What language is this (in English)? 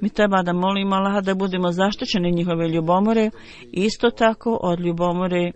Bosnian